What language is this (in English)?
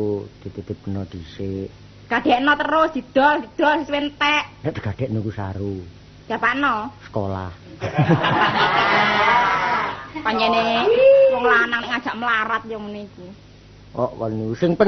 Javanese